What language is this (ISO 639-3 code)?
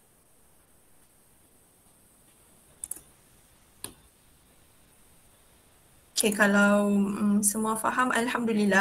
msa